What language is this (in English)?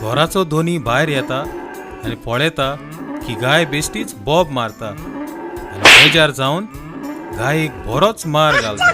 Konkani